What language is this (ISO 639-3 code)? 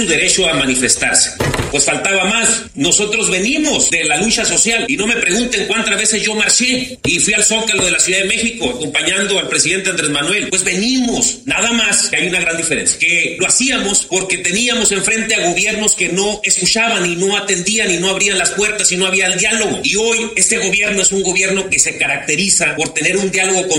spa